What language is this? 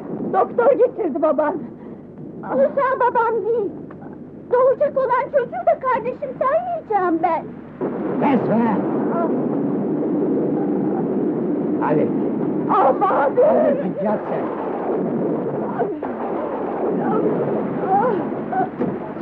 Turkish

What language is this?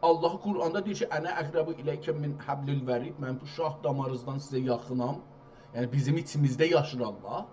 South Azerbaijani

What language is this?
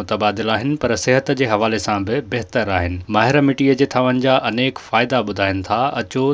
Sindhi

